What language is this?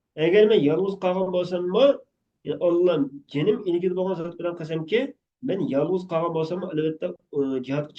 Uyghur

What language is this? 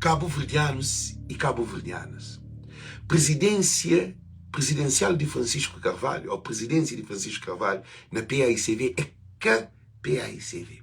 Kabuverdianu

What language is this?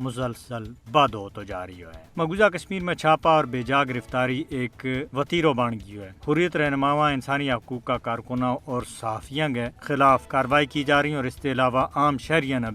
Gujari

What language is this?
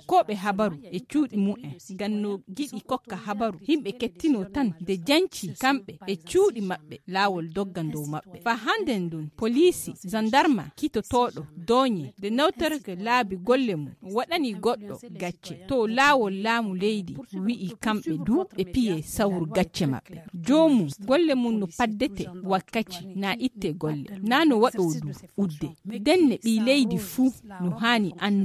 Fula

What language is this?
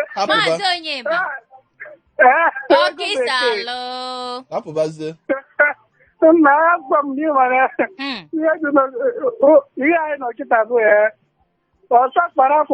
Igbo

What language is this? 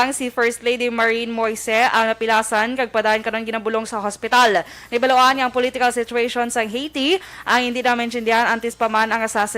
Hiligaynon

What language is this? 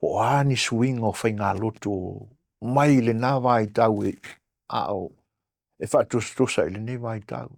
Samoan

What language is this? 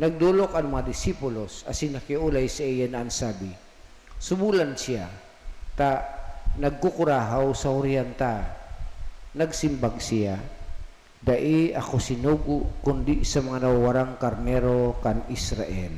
Bikol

